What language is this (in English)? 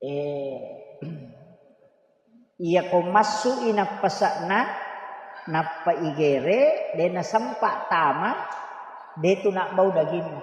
Buginese